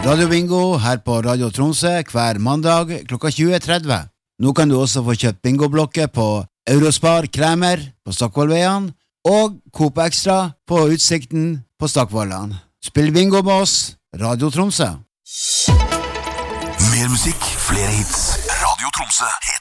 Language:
Norwegian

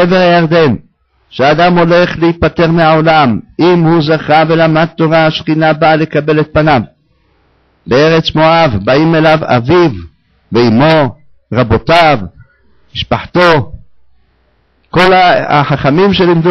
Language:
Hebrew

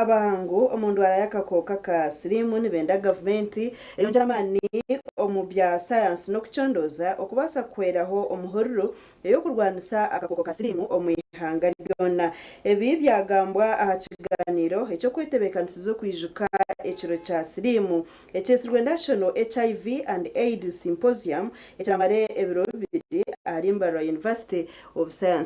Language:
Nyankole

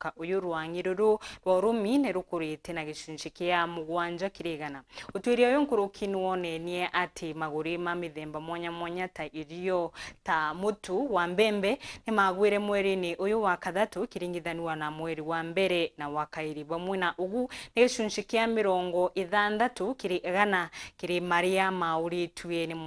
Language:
Meru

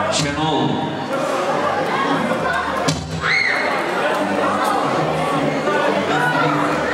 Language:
Bulgarian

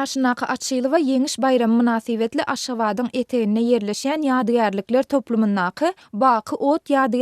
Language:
Turkmen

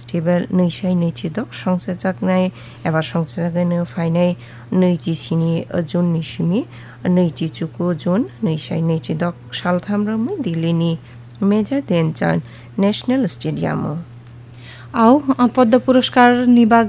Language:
Kok Borok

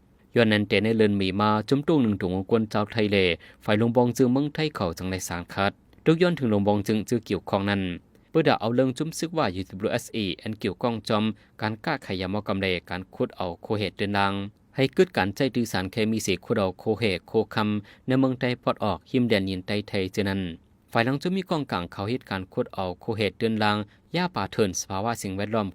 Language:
Shan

